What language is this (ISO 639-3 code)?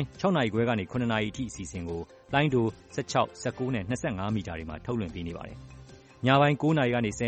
mya